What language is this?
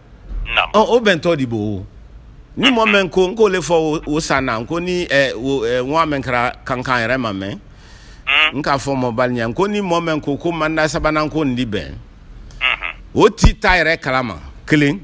Bambara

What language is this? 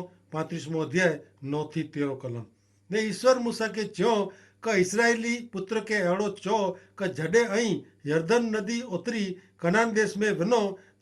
Kachhi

